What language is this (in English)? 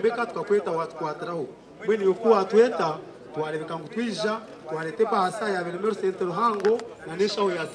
Nyankole